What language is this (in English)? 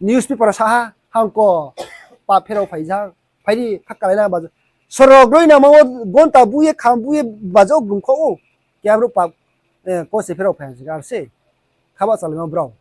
Riang (India)